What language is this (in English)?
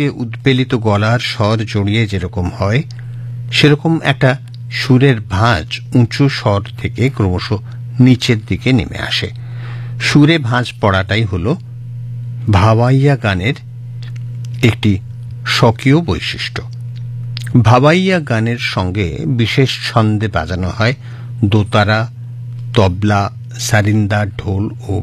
Bangla